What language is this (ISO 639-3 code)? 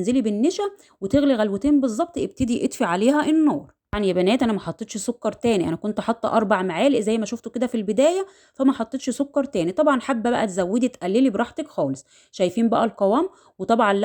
arz